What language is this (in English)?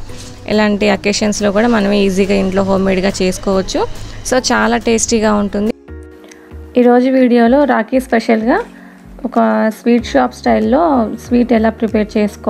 Telugu